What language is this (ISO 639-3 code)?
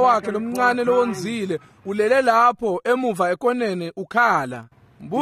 ssw